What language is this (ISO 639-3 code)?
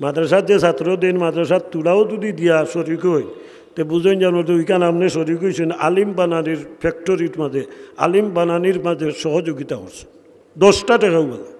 syl